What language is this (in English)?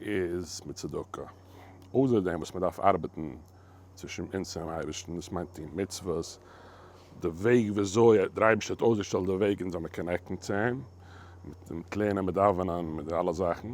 Yiddish